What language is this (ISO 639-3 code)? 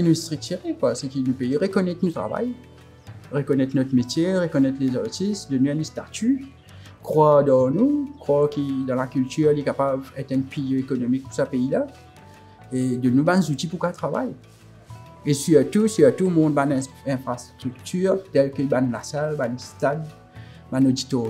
mfe